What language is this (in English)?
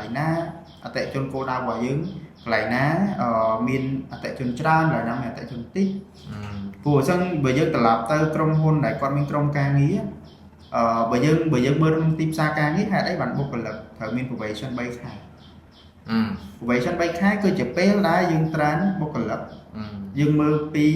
Khmer